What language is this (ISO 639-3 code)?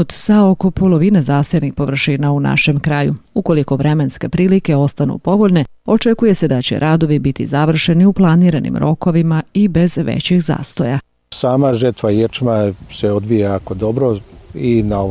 srp